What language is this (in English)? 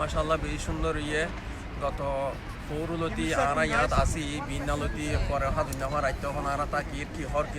Rohingya